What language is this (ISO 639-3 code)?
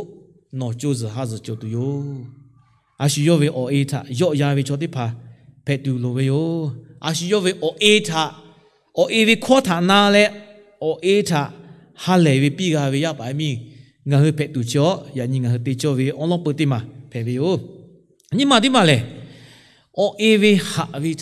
lhu